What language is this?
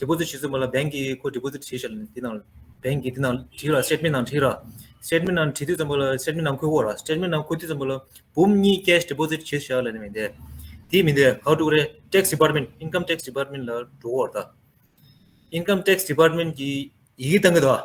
Tibetan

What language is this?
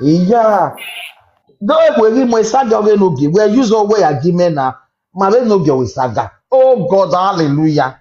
Nigerian Pidgin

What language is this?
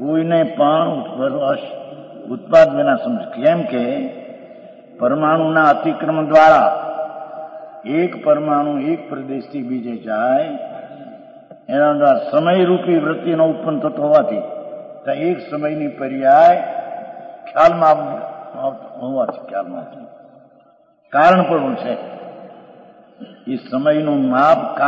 Gujarati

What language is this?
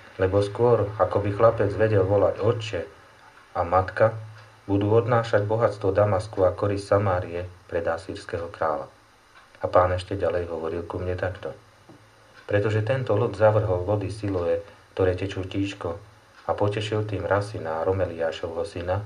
Slovak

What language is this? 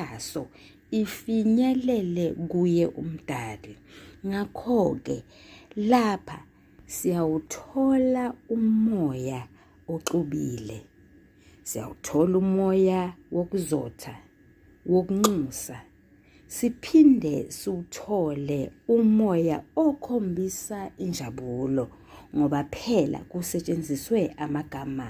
Zulu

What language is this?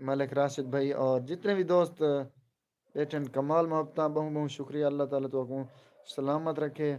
Saraiki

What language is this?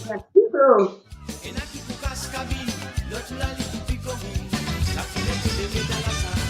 Morisyen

